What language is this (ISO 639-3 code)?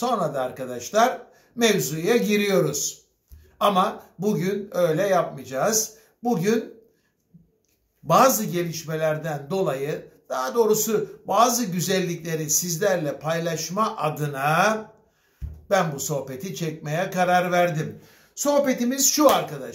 tur